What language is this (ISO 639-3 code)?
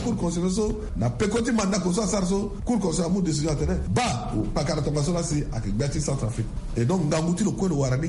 sag